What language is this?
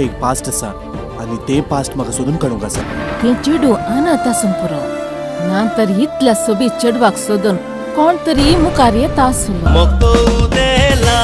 Konkani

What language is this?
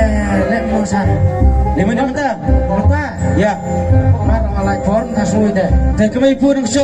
Khasi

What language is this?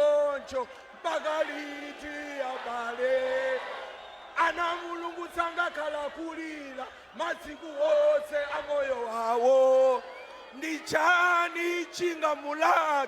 Nyanja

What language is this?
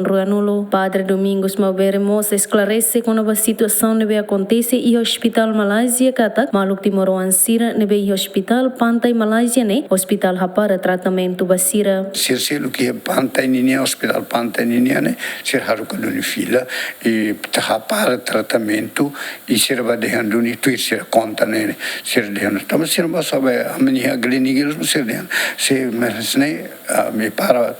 Tetum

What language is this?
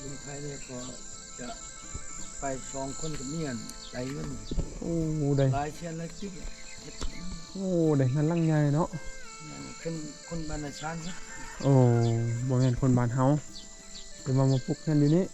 Lao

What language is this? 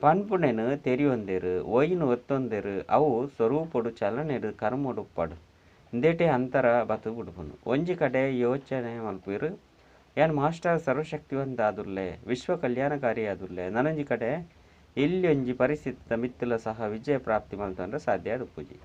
Tulu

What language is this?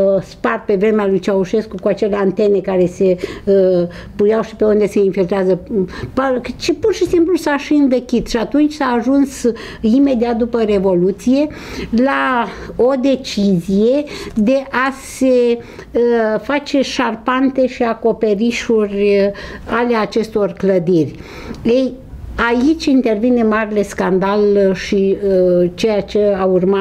Romanian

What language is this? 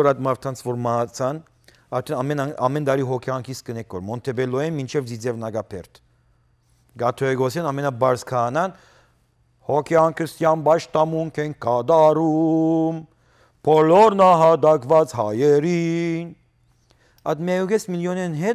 Western Armenian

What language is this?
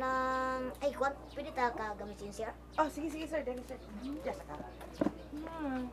Cebuano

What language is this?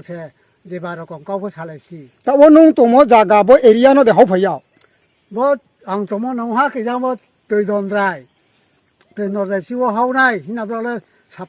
Riang (India)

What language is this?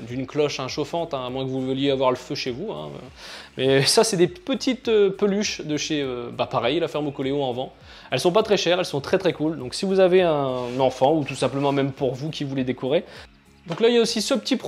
French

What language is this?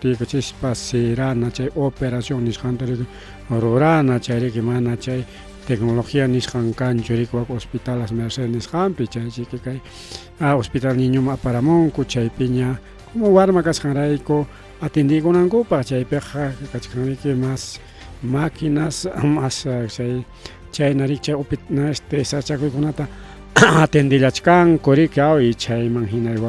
Ayacucho Quechua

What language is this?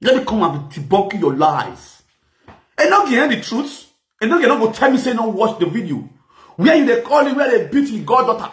Nigerian Pidgin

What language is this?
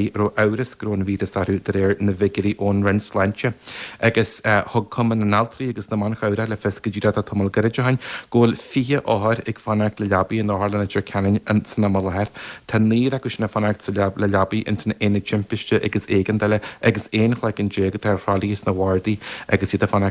Irish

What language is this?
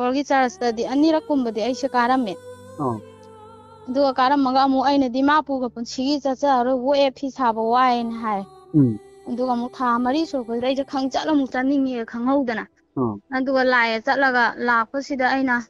Manipuri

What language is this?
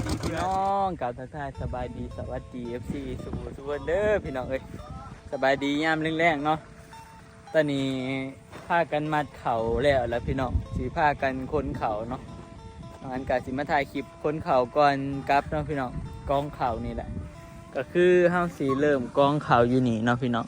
Northeastern Thai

